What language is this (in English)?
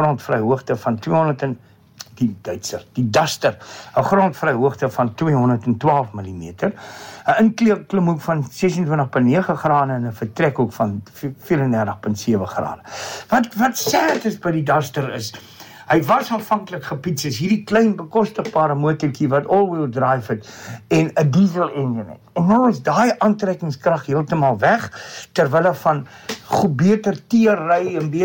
Afrikaans